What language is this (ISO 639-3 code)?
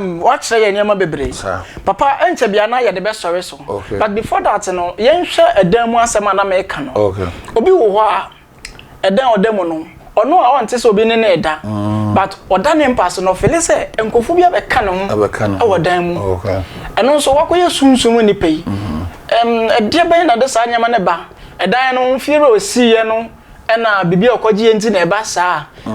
aka